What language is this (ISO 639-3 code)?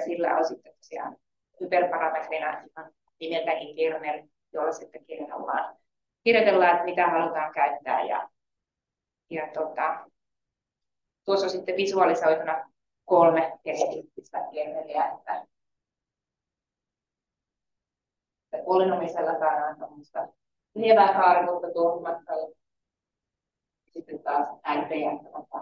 fin